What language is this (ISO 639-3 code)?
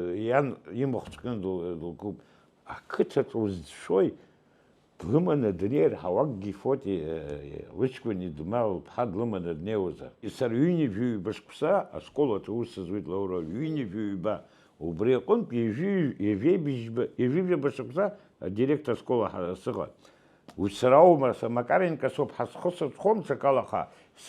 abk